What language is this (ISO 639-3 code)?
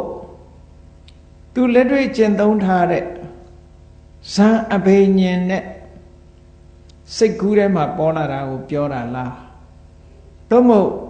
mya